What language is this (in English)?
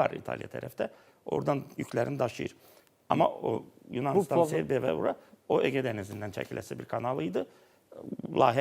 Azerbaijani